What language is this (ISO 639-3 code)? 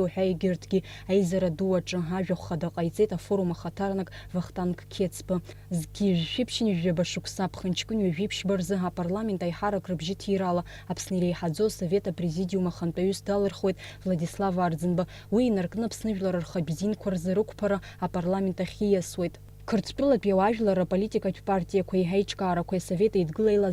abk